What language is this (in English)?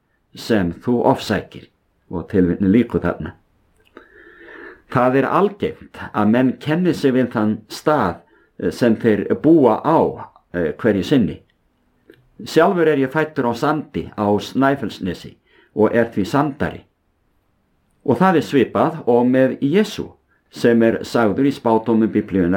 Icelandic